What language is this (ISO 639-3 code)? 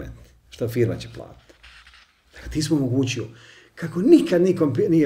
bos